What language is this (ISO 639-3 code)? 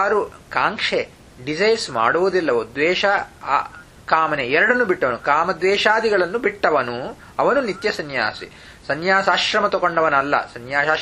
kan